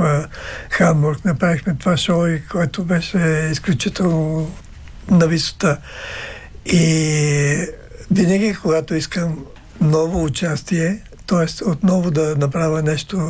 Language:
Bulgarian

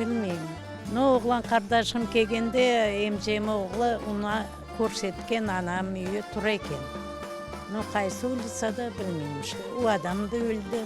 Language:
Crimean Tatar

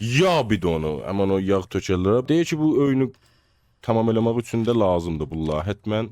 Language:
South Azerbaijani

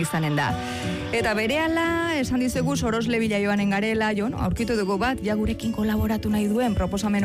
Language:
Basque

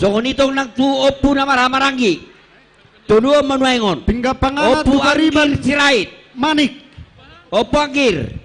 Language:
Batak Toba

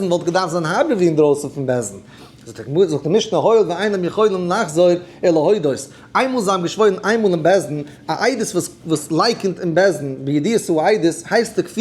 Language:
Yiddish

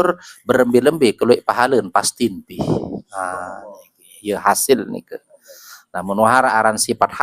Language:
Sasak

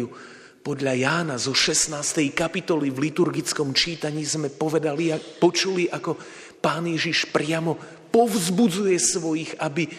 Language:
Slovak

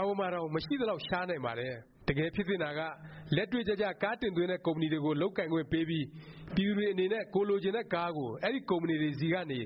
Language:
Burmese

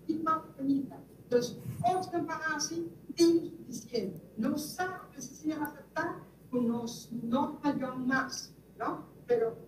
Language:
Papiamento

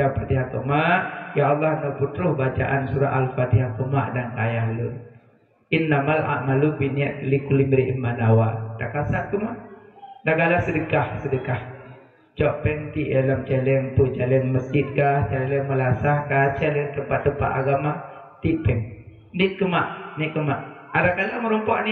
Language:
Achinese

